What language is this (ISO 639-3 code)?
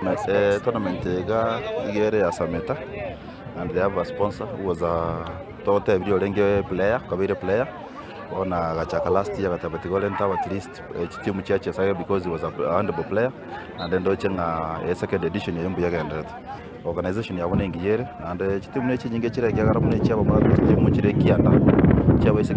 guz